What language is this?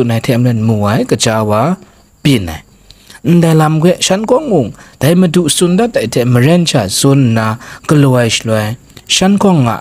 Kachin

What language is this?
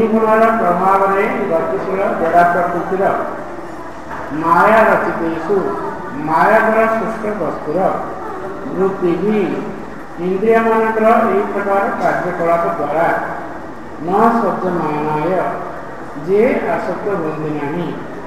Odia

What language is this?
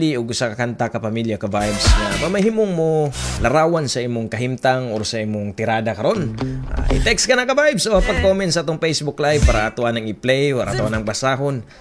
Cebuano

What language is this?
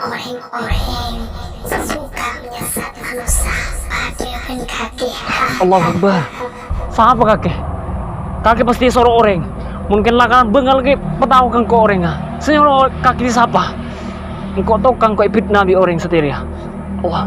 Madurese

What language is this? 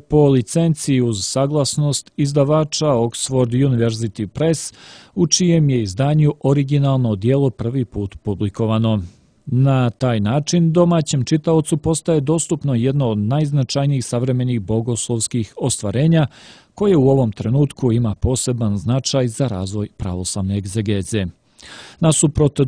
Serbian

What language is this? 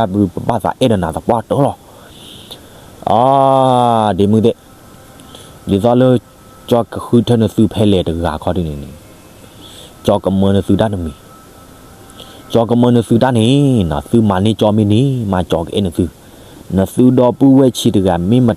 S'gaw Karen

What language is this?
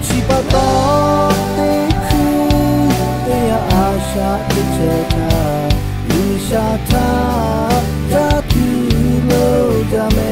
Lahu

